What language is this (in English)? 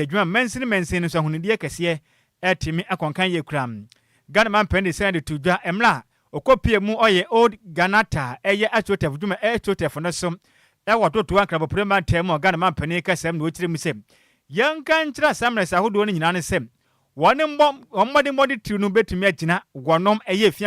Akan